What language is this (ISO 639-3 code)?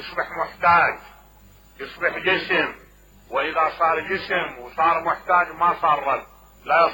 acm